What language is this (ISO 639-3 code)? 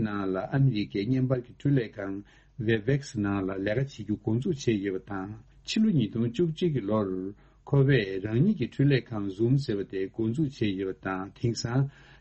bod